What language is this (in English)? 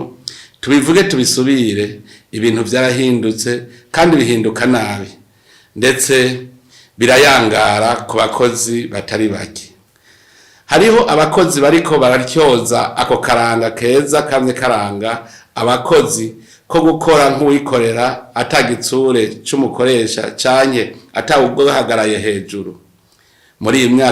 Rundi